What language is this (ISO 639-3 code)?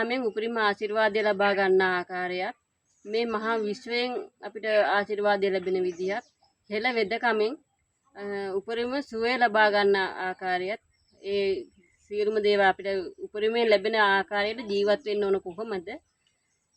sin